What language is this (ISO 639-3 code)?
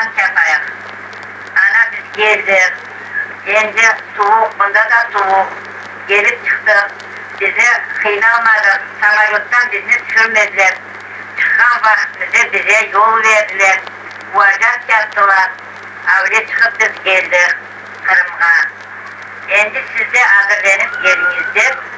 crh